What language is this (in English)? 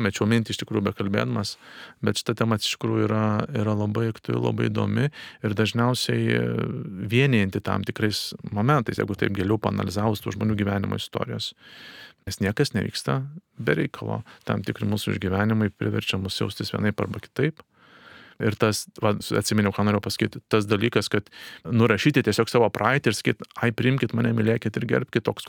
Lithuanian